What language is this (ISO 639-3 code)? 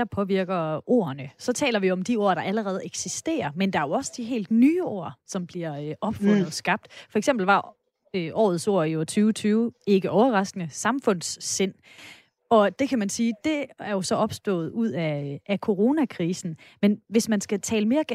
dan